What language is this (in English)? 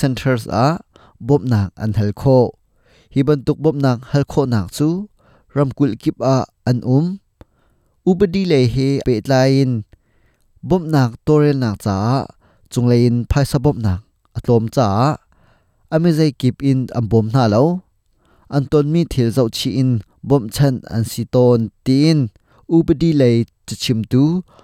Hakha Chin